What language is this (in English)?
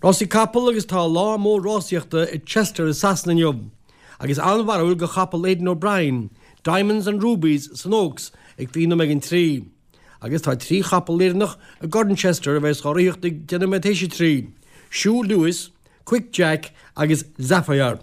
Irish